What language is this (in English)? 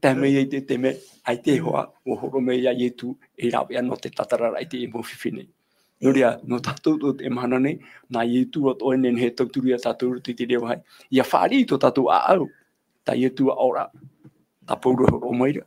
Tahitian